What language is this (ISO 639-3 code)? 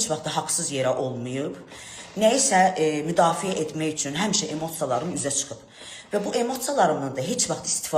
aze